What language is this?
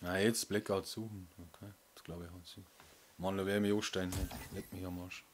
Bavarian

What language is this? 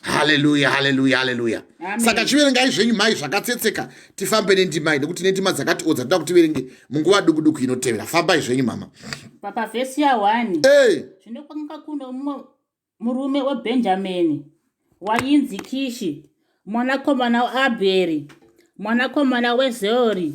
Shona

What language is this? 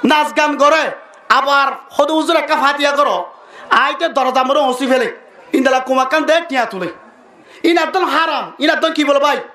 Rohingya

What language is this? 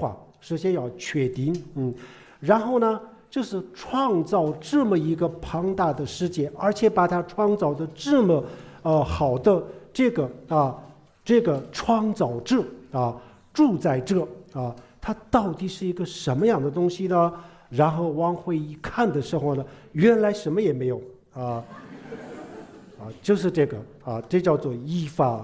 Chinese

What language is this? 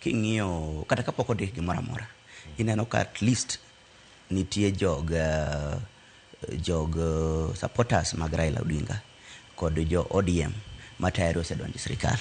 Luo (Kenya and Tanzania)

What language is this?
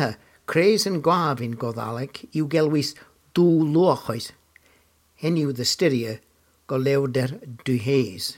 Cornish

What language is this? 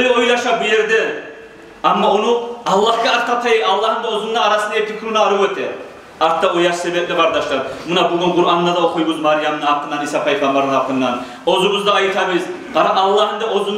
Kumyk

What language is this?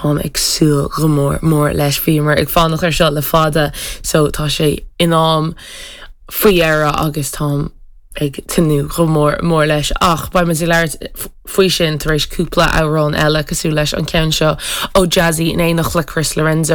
Irish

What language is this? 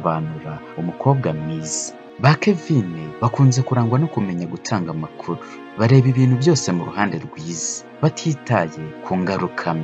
Kinyarwanda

